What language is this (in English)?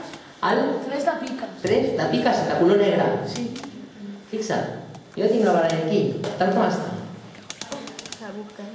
Catalan